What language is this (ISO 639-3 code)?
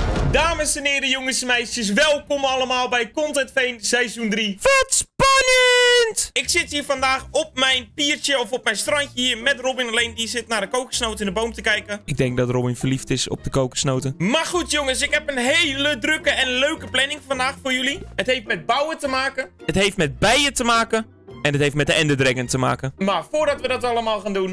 nld